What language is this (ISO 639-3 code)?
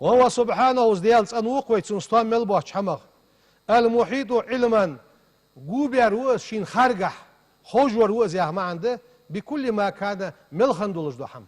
inh